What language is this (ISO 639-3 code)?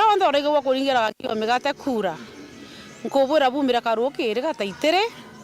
mer